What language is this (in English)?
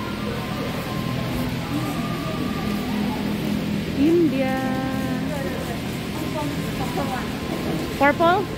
Filipino